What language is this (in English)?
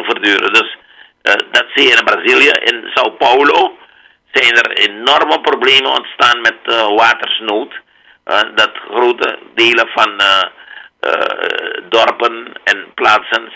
Dutch